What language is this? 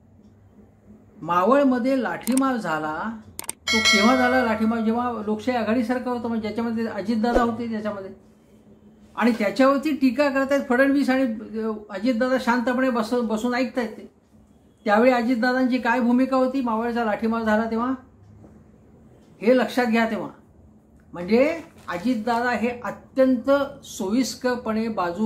Marathi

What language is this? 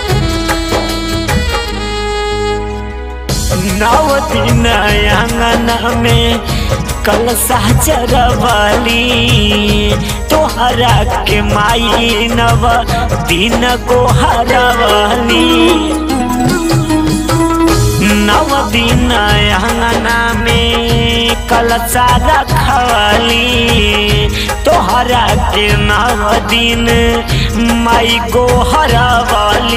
Bhojpuri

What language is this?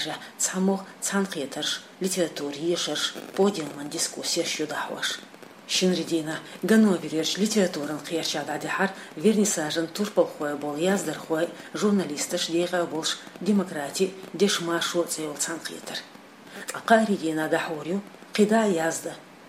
Chechen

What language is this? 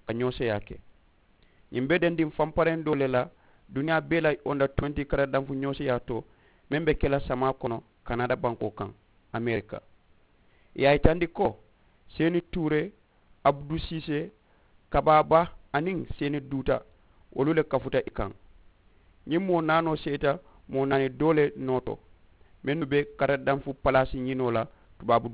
Mandingo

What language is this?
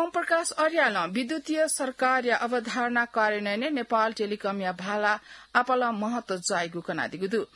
Newari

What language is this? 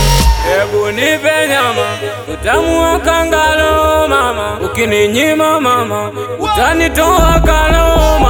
Swahili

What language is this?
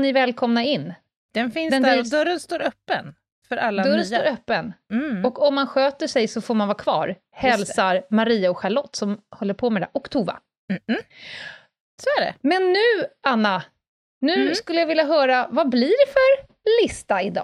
Swedish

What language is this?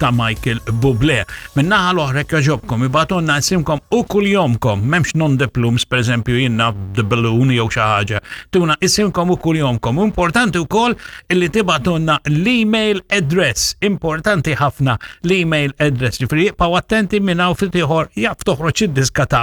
Maltese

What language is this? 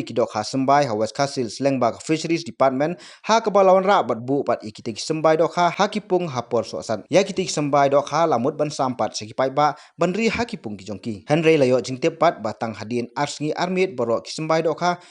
Khasi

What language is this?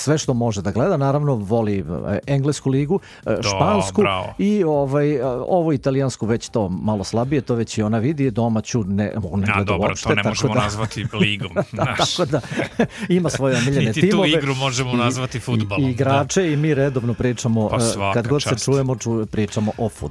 Serbian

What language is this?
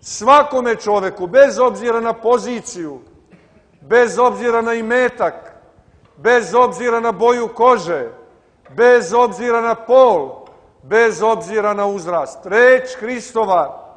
Serbian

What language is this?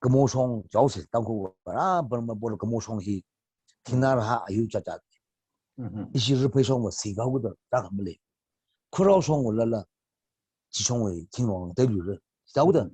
Tangkhul Naga (India)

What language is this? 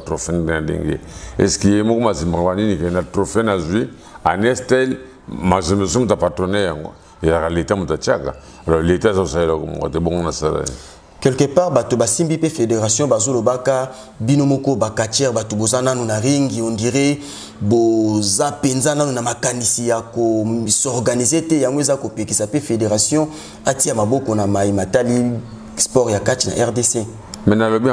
Lingala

